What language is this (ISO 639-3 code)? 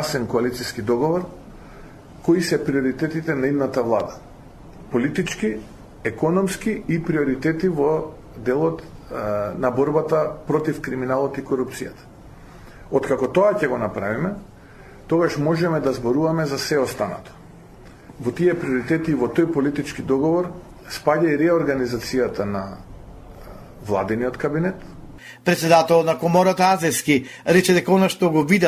mkd